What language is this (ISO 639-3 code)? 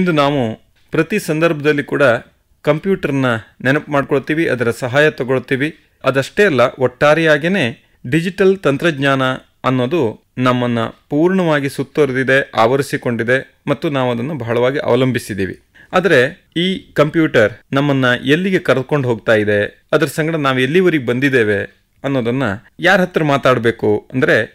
kan